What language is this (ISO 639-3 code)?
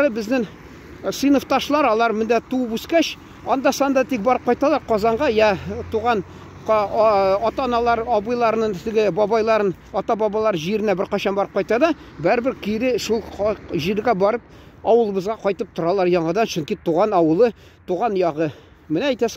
tat